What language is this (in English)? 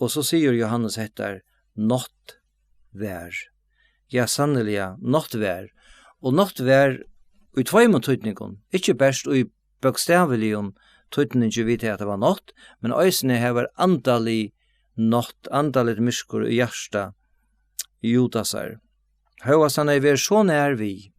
Faroese